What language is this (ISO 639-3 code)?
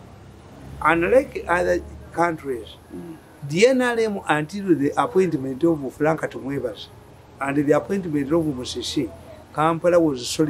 eng